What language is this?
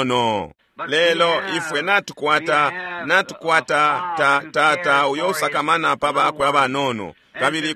Bemba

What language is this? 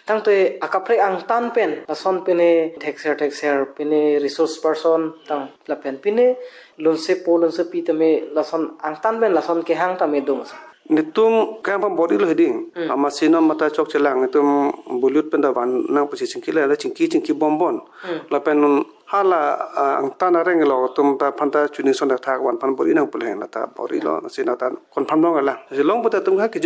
Karbi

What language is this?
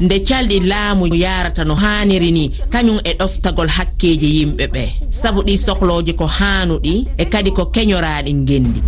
Fula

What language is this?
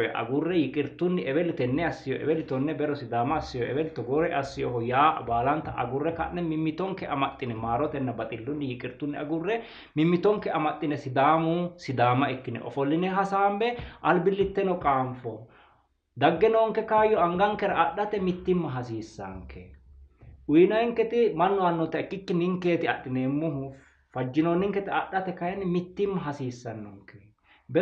Sidamo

